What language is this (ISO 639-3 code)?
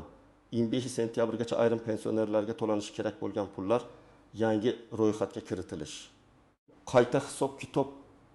uzb